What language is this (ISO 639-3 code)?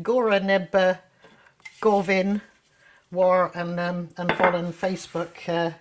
cor